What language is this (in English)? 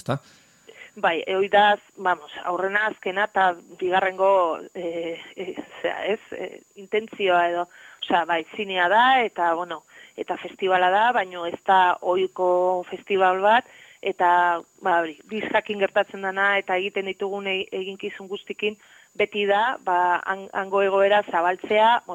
Basque